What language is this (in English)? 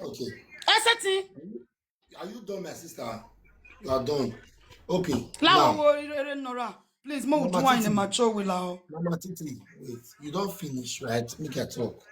Nigerian Pidgin